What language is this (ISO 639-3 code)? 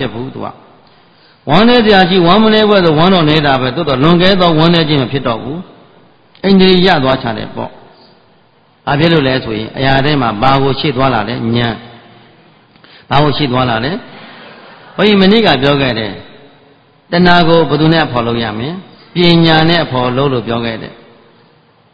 mya